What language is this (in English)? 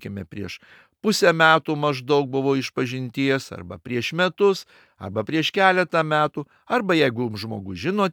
Lithuanian